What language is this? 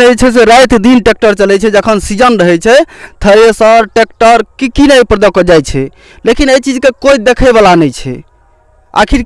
Maithili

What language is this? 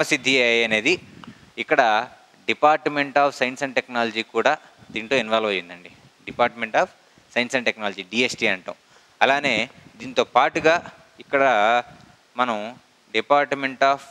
Telugu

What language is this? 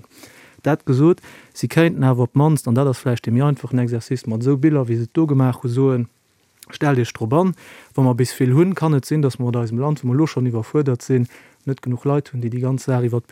Luxembourgish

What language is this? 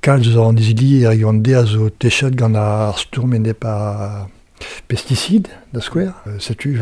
Breton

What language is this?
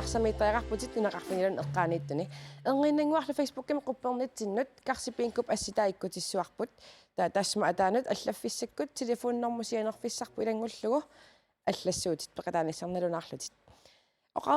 Kalaallisut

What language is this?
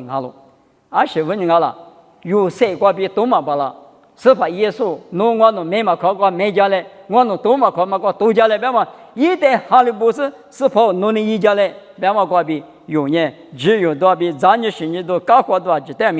Lisu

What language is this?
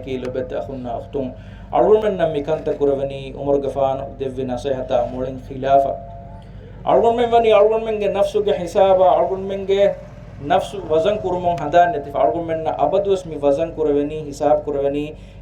Divehi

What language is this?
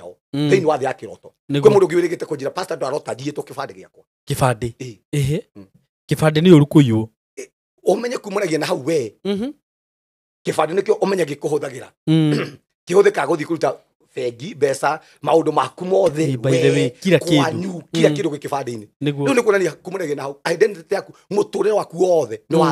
Kikuyu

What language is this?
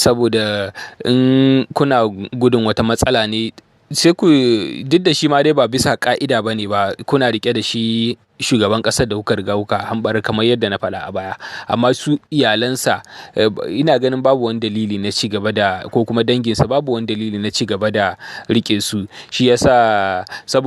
Hausa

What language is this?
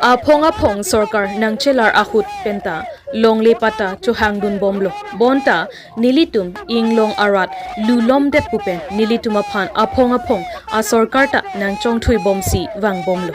Karbi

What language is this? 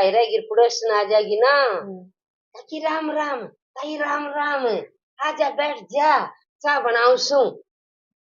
Haryanvi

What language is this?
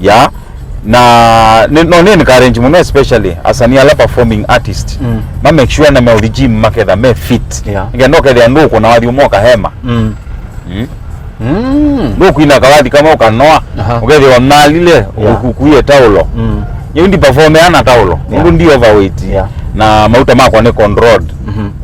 Kamba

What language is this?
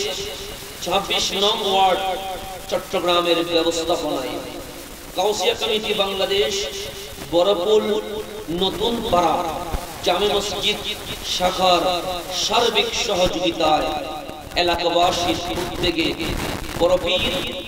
Bangla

